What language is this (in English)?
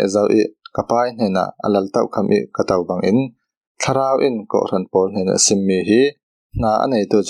Falam Chin